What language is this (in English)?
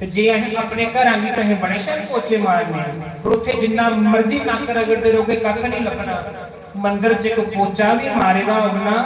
Dogri